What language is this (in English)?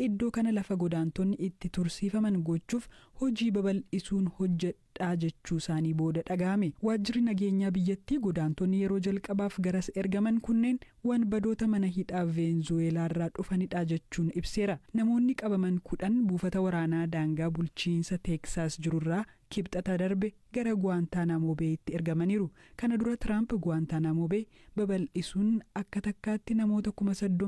Oromo